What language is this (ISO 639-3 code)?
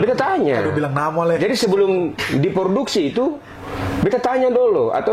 abs